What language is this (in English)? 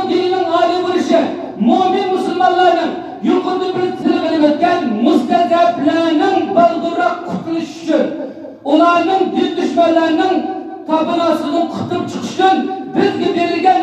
Uyghur